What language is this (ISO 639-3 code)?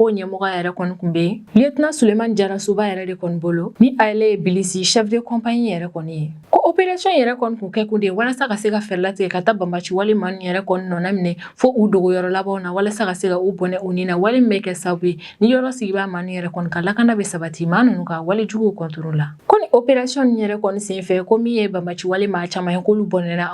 bam